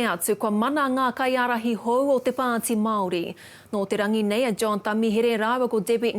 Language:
Māori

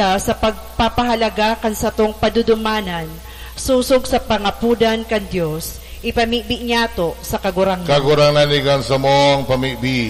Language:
Bikol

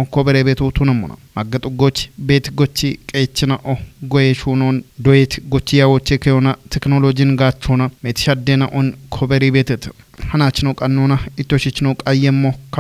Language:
Kafa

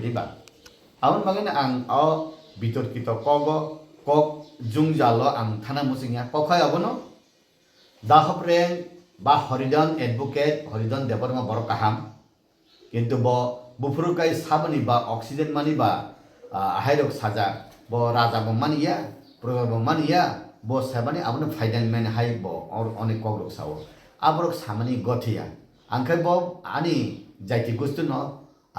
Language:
Kok Borok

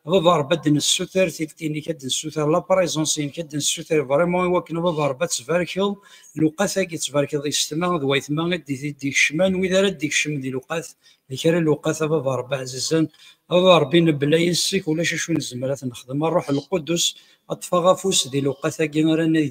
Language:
Kabyle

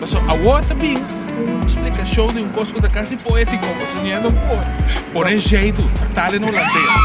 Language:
Papiamento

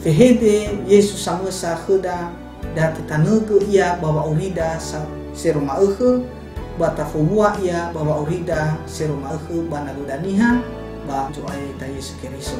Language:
Nias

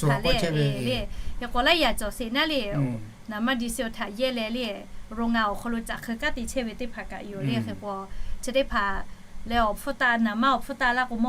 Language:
Lahu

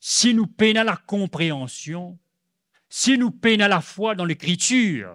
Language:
Morisyen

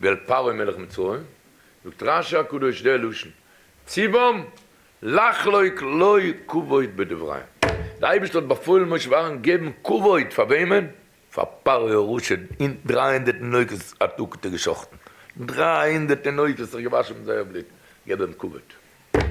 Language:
Yiddish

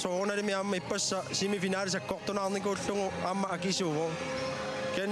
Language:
Kalaallisut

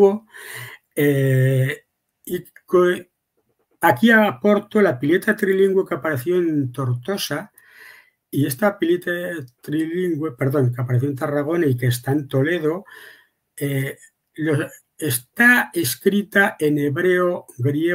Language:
Ladino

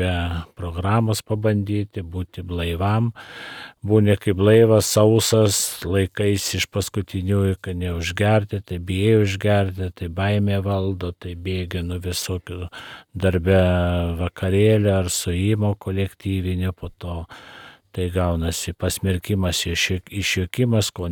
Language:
Lithuanian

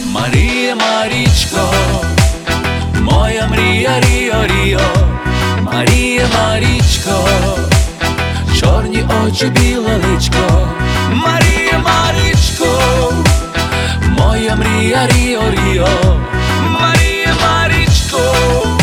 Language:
Ukrainian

